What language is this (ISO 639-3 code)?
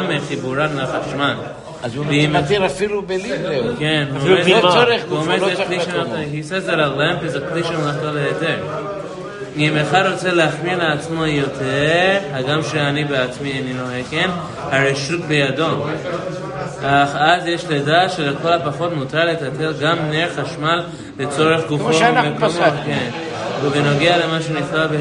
heb